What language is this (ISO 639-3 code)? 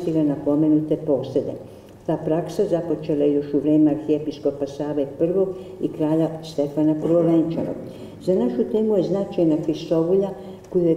srp